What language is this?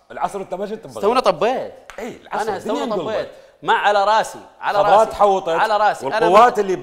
Mesopotamian Arabic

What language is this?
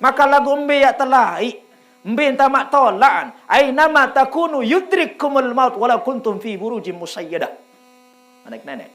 Sasak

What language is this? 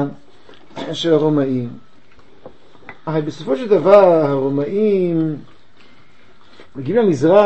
Hebrew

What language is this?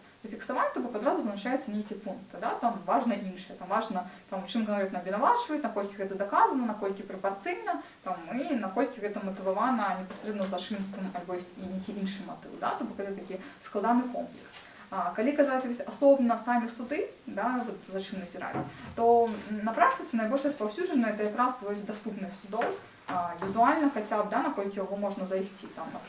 Belarusian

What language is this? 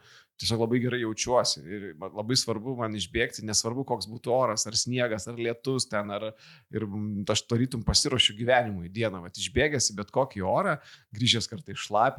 Lithuanian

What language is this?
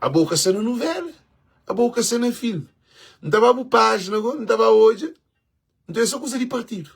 Kabuverdianu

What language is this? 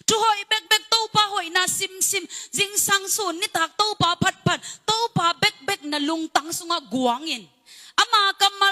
Tedim Chin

